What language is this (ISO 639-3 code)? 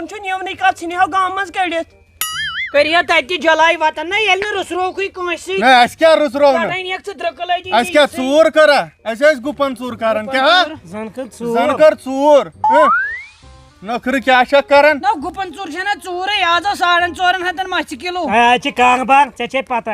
kas